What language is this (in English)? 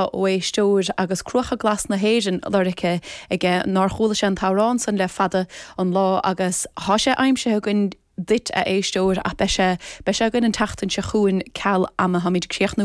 Irish